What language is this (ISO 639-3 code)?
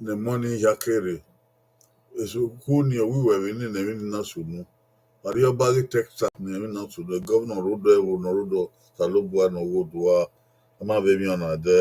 bin